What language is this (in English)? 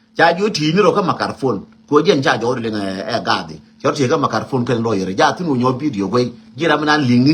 Nuer